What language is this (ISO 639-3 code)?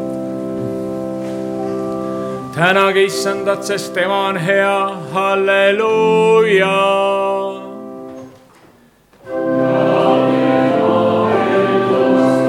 est